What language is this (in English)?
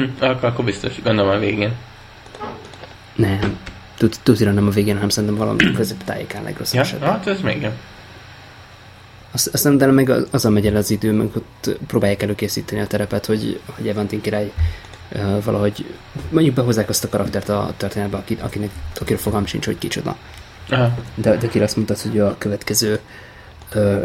Hungarian